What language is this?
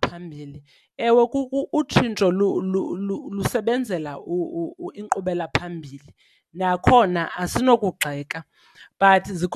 Xhosa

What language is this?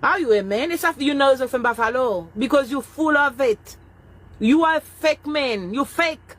Haitian Creole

